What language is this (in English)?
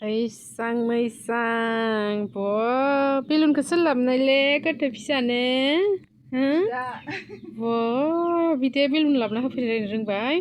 Bodo